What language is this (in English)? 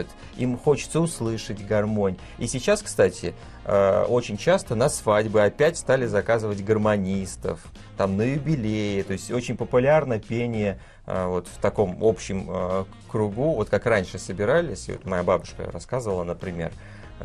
Russian